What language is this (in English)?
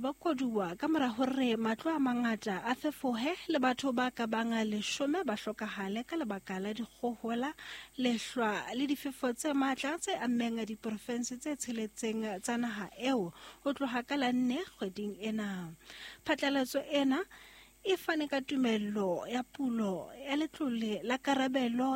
Southern Sotho